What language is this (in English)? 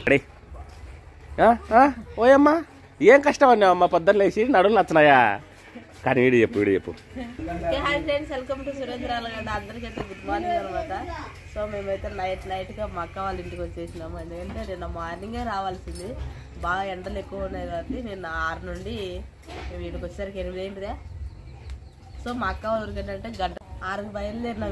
Telugu